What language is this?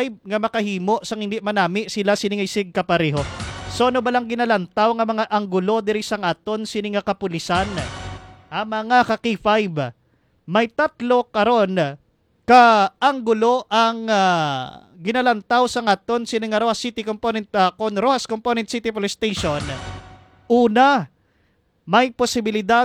Hiligaynon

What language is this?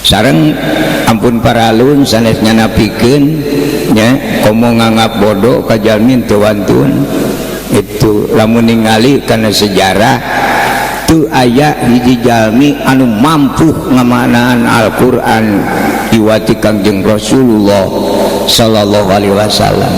Sundanese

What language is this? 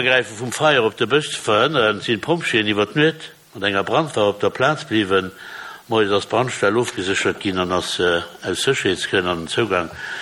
Luxembourgish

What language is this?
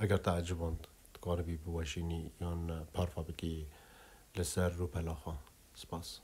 Kurdish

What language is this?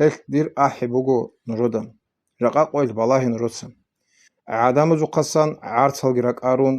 Avaric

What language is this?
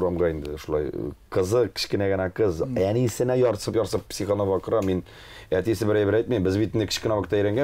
Tatar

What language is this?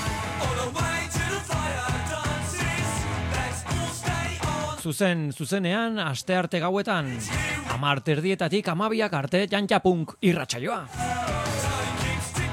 Basque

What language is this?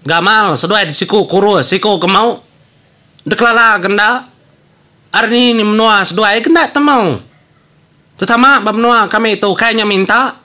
Iban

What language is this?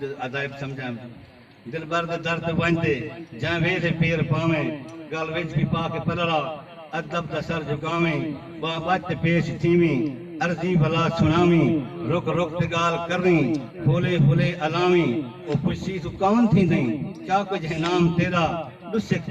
Saraiki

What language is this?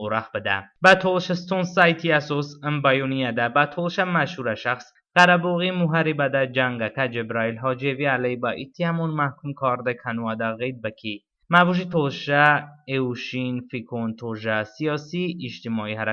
Talysh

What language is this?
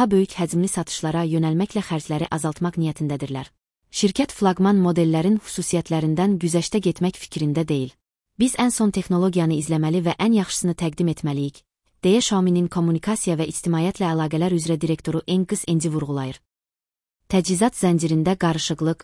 Azerbaijani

